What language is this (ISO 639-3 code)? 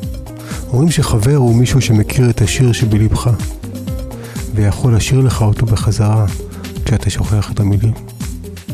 heb